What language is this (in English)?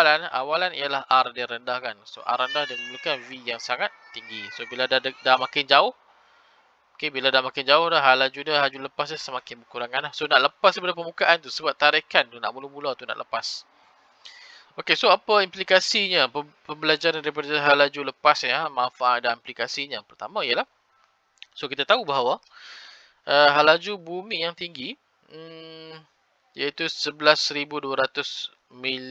Malay